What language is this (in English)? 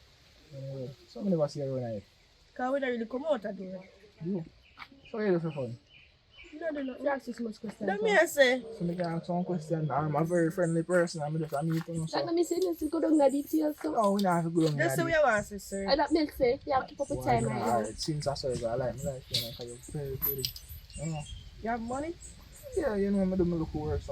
Jamaican Creole English